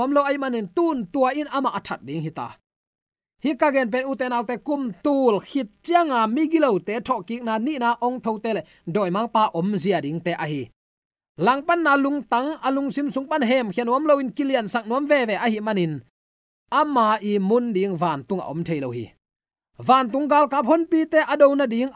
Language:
Tedim Chin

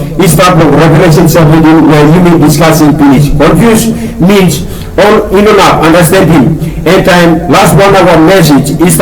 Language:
Tok Pisin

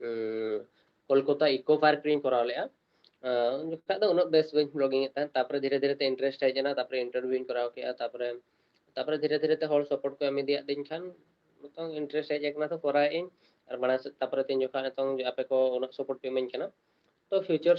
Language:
Santali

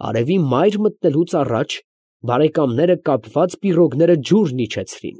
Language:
Armenian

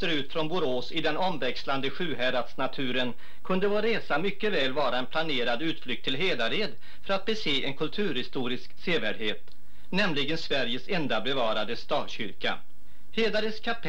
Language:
Swedish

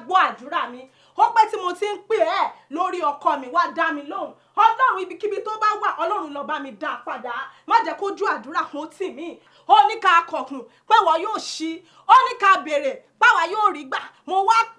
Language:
Yoruba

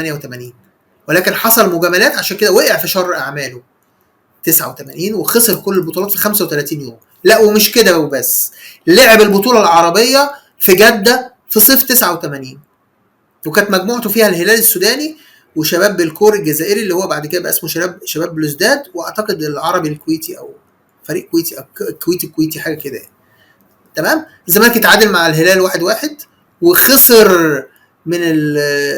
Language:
Egyptian Arabic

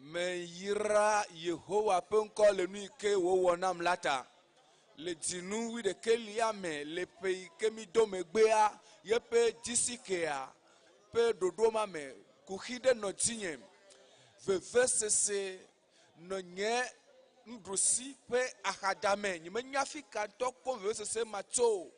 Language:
Ewe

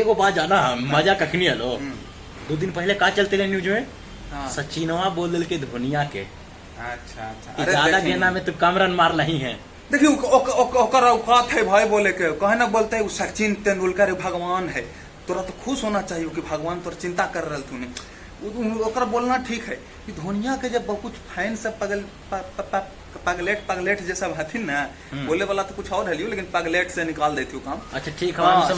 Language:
Magahi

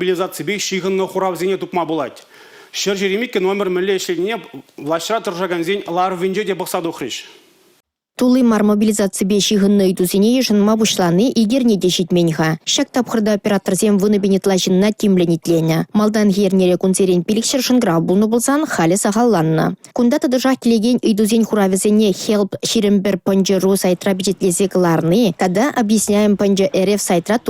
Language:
Chuvash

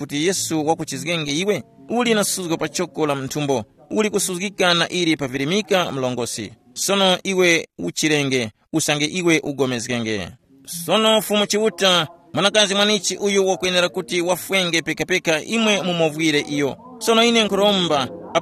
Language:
Tumbuka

